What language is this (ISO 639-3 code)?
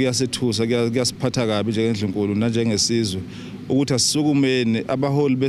zul